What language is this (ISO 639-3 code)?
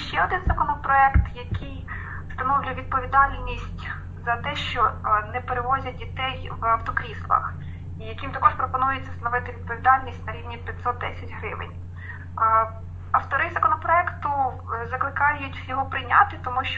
ukr